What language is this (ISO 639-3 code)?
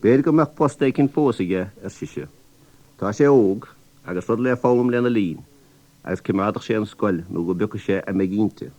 gle